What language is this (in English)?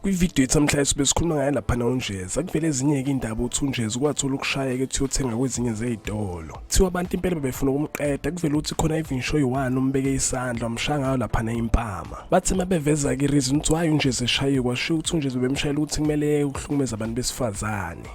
Zulu